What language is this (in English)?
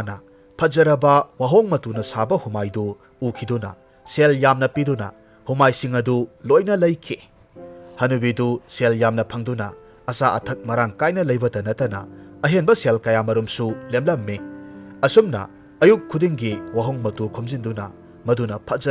Manipuri